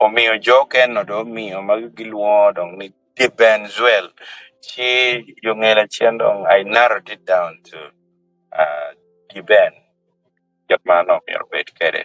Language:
Acoli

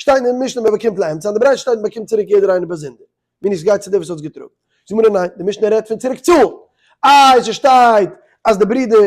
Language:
Yiddish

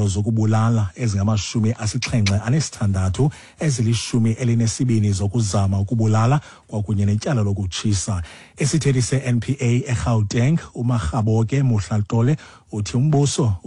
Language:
Xhosa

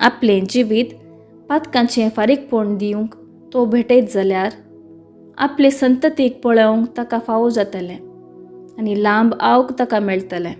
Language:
Konkani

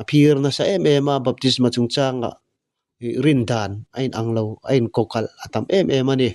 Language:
Mizo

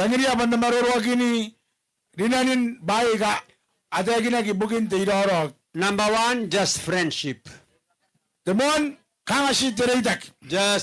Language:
Gilbertese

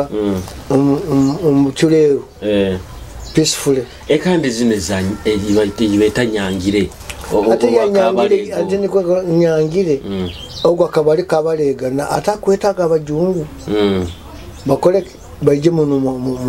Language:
Nyoro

